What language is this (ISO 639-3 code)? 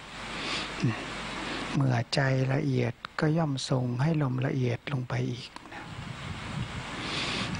tha